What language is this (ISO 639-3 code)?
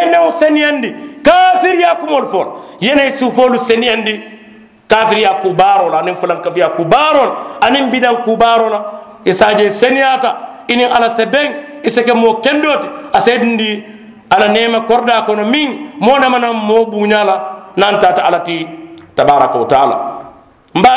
man